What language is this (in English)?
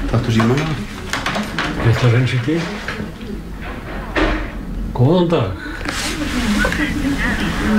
Icelandic